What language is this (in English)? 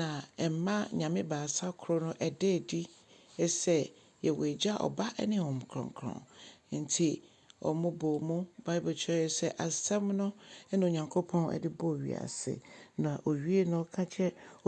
Akan